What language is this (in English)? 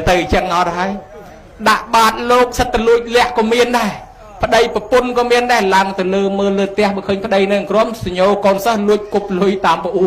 Khmer